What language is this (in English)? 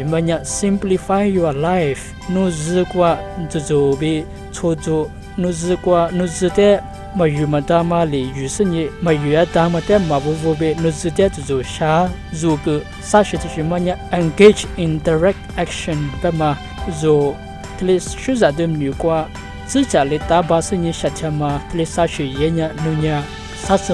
Lisu